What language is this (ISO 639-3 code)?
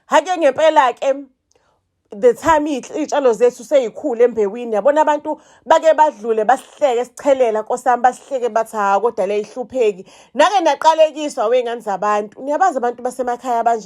zul